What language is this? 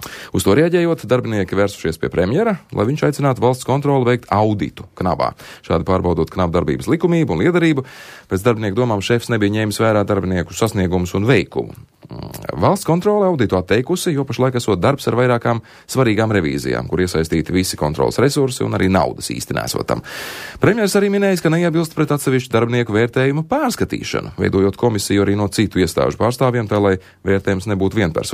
Latvian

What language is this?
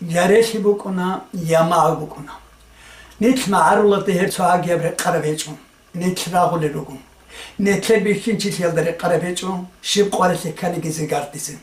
Avaric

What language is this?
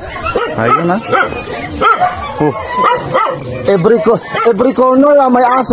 Filipino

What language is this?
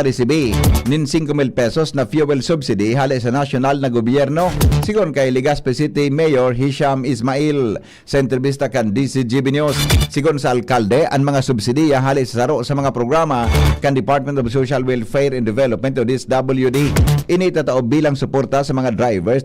Bikol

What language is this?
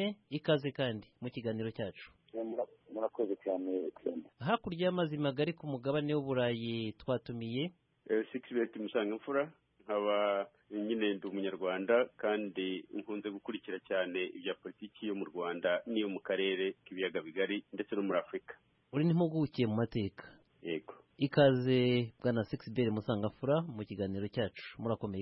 Kinyarwanda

